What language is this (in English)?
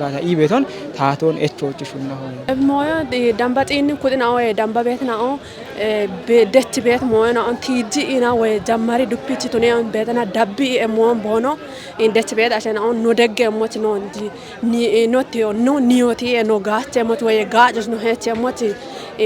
Kafa